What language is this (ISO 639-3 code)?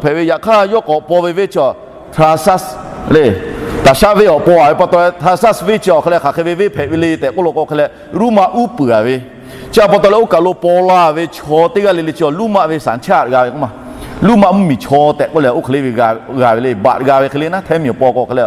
lhu